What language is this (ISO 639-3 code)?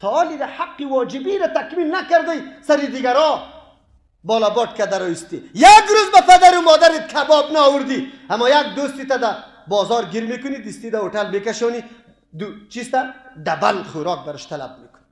fas